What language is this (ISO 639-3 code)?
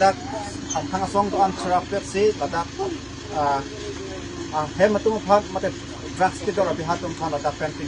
mjw